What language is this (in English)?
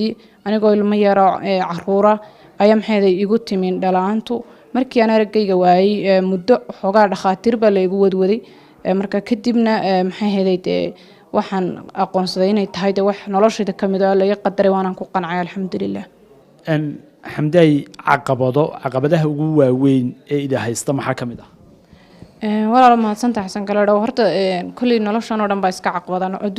Somali